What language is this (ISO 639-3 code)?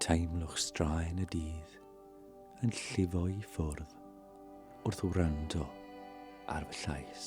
cym